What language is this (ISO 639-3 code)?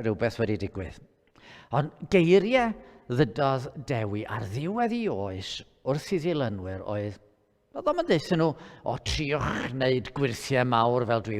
cym